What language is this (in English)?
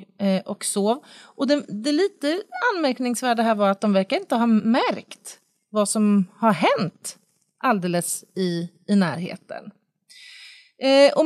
Swedish